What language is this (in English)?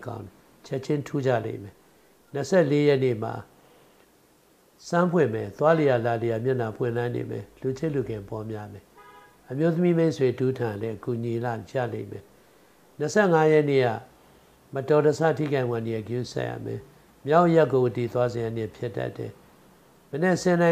Burmese